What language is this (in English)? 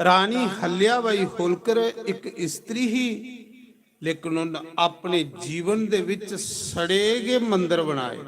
Dogri